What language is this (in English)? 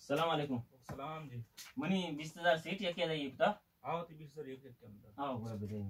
Baluchi